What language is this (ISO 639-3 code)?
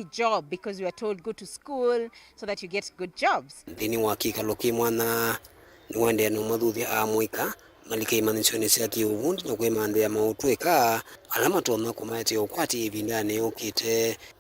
kam